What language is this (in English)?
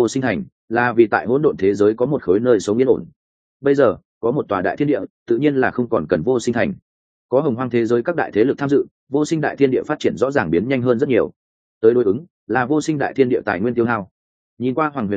Vietnamese